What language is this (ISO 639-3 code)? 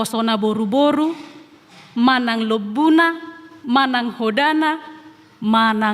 bbc